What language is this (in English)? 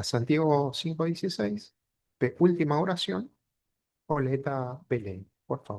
Guarani